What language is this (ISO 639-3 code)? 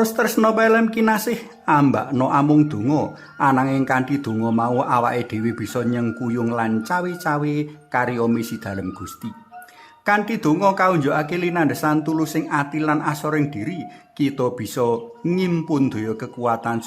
jav